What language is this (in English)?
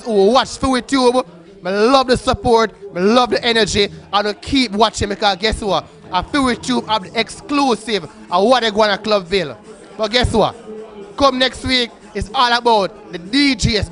Jamaican Creole English